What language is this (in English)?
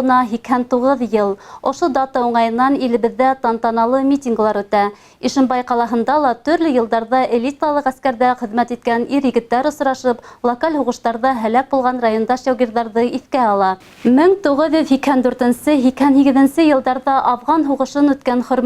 Bashkir